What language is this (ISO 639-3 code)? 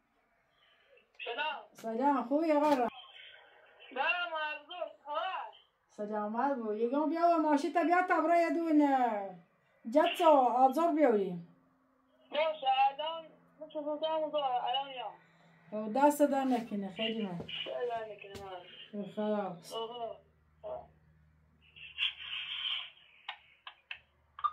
fas